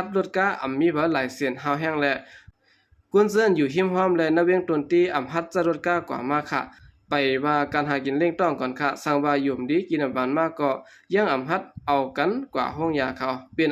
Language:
Shan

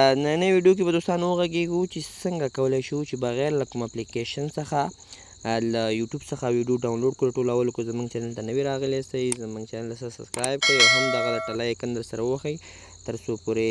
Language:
Pashto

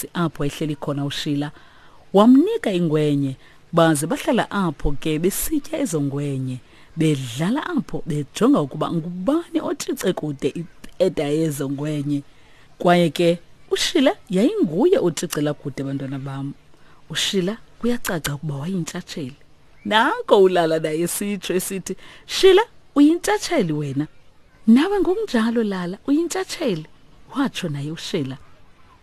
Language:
Xhosa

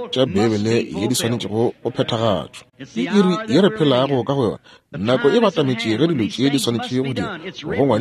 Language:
Northern Sotho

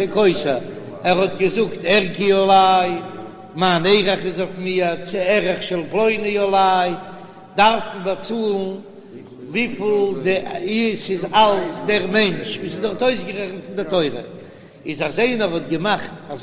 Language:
Yiddish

